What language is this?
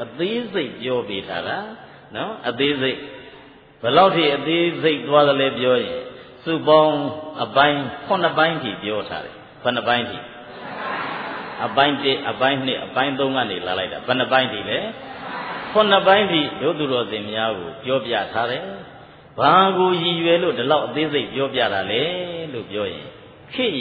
Burmese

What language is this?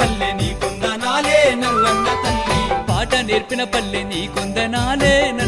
Telugu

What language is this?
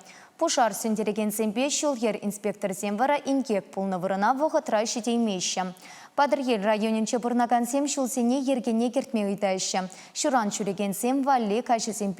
Chuvash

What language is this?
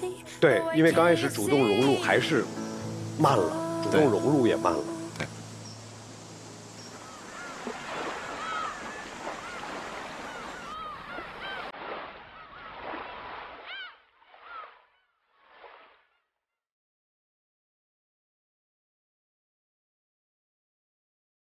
Chinese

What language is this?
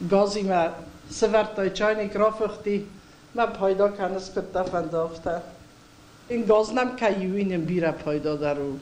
Ossetic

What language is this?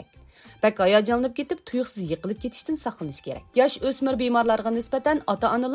Uyghur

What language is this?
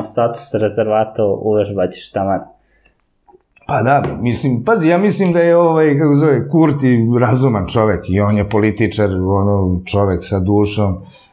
Serbian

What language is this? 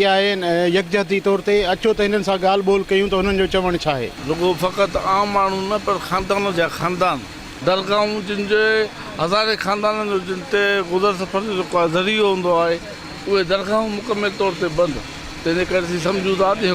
Sindhi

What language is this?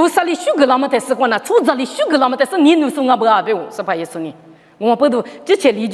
Lisu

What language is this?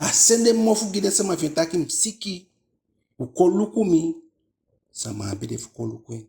Eastern Maroon Creole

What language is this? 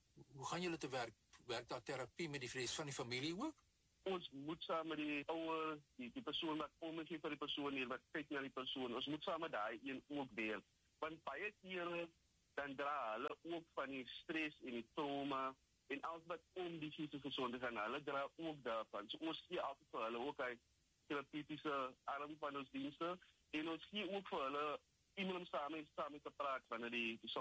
Afrikaans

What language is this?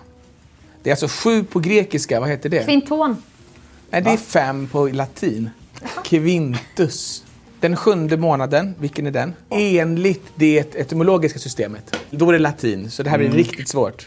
Swedish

